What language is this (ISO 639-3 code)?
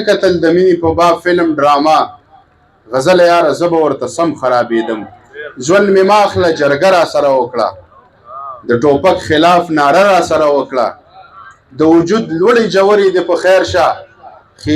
pus